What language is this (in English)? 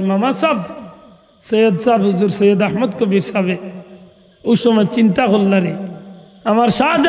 Sylheti